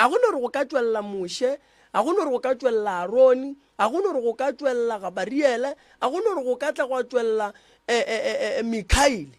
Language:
Northern Sotho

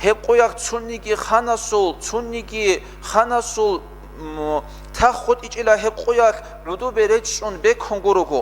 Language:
Avaric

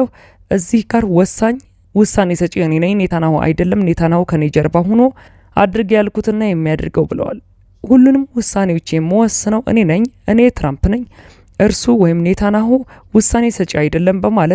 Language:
Amharic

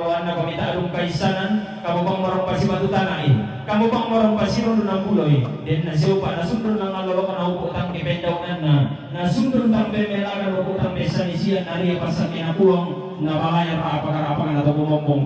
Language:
Toraja-Sa'dan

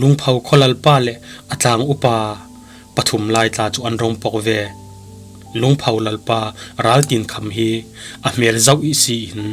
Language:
Falam Chin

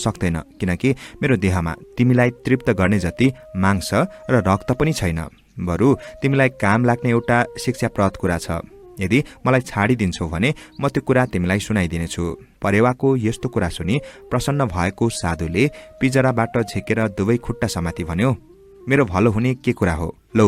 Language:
Nepali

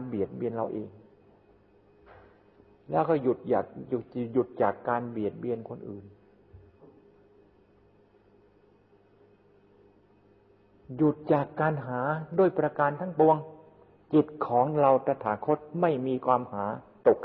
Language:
Thai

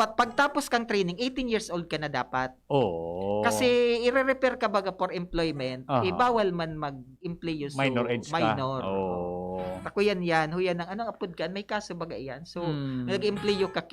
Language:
Bikol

